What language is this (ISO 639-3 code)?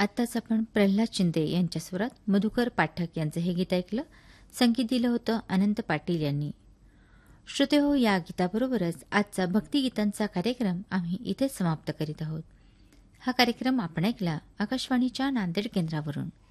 mar